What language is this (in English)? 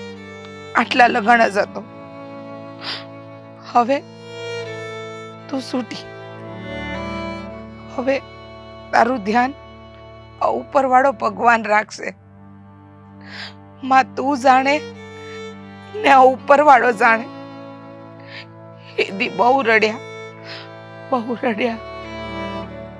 Gujarati